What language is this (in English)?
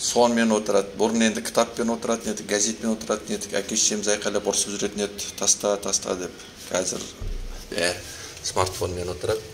Kazakh